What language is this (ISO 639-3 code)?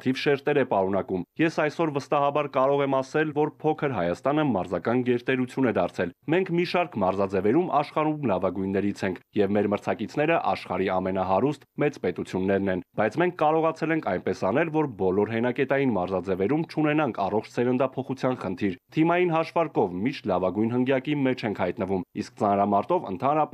hye